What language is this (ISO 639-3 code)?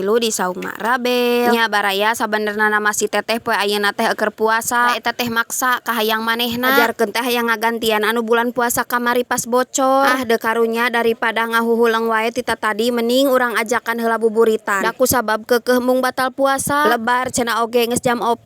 sun